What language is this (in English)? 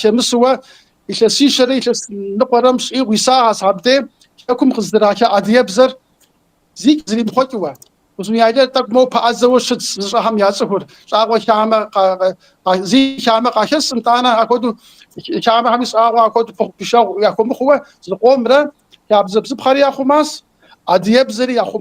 Kabardian